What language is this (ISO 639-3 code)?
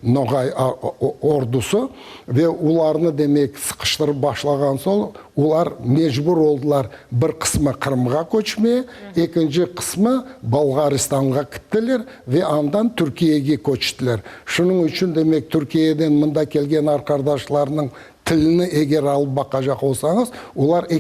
crh